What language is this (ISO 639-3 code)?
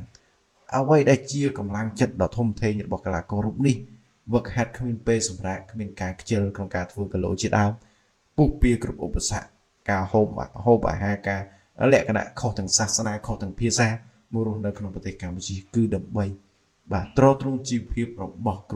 khm